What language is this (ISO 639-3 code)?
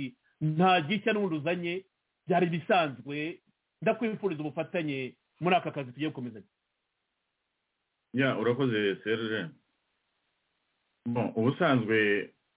kin